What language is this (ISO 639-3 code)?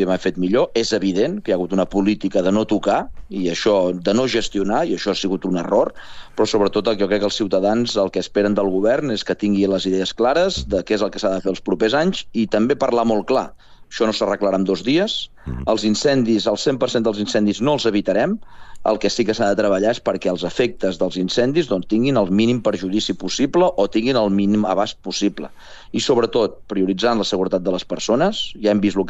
cat